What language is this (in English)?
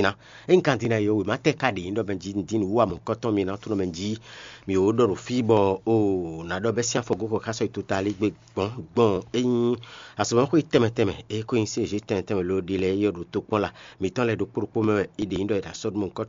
Fon